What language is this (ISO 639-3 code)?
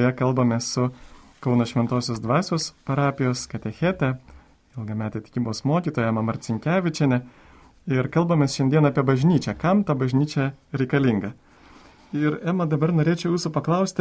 lit